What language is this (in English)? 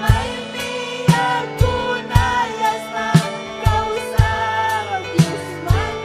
Ayacucho Quechua